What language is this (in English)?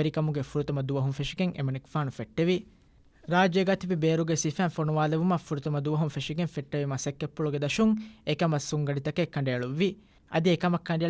Divehi